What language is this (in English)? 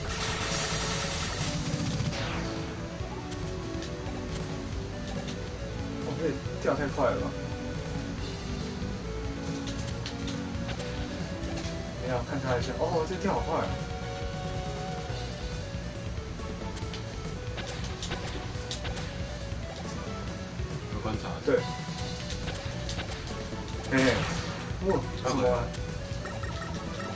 Chinese